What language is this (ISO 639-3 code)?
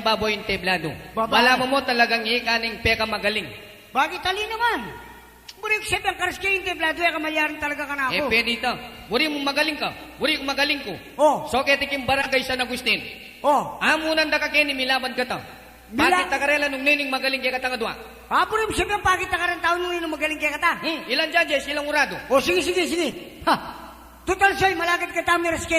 pam